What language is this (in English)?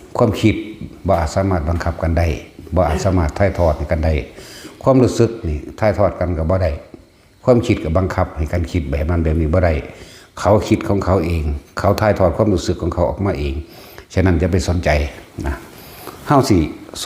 Northeastern Thai